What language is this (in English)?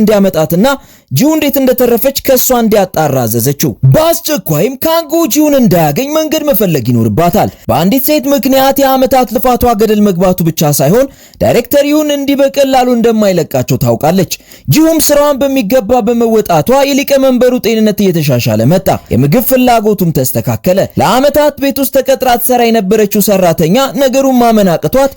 Amharic